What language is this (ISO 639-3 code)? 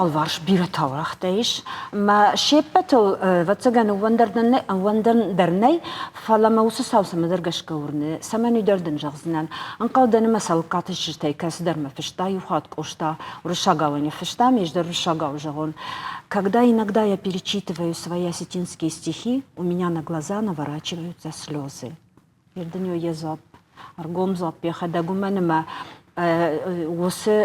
oss